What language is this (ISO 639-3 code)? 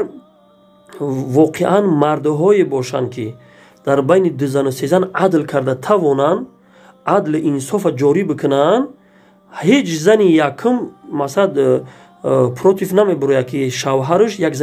tgk